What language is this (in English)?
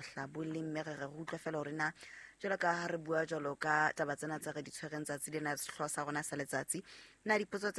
Southern Sotho